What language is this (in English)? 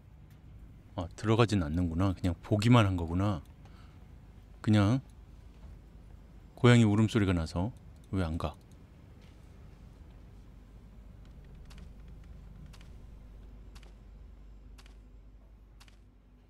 Korean